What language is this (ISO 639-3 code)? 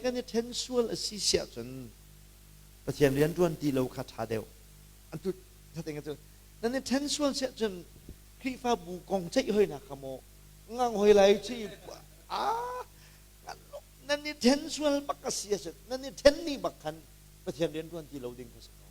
cnh